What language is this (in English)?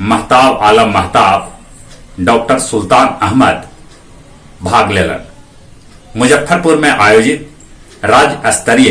Magahi